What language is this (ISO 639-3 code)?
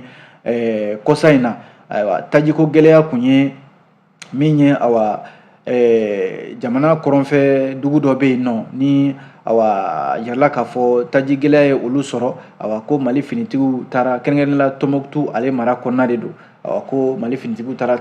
bam